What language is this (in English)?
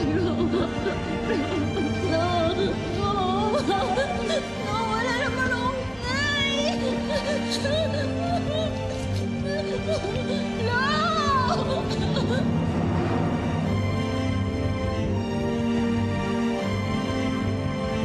Filipino